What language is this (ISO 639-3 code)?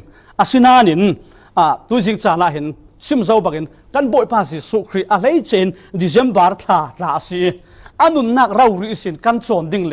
cfm